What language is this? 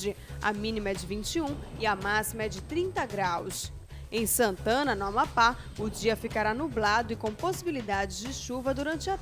Portuguese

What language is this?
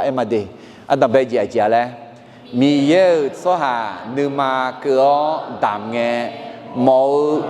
Akha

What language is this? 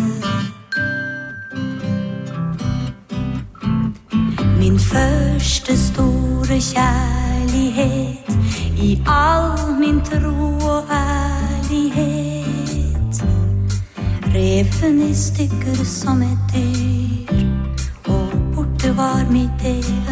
Norwegian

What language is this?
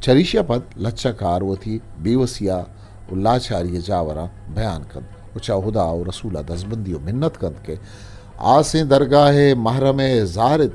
Eastern Balochi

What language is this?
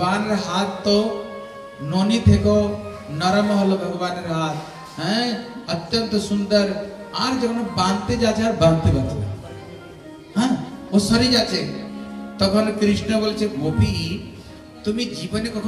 Bangla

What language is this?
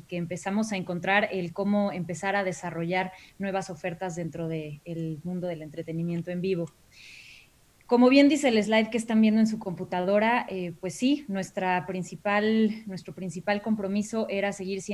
Spanish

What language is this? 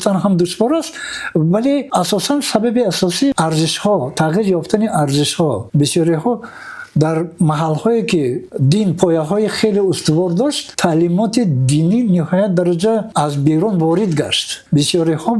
Tajik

